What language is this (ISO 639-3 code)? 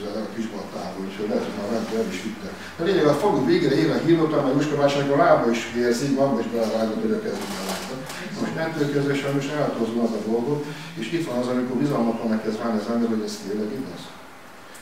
hun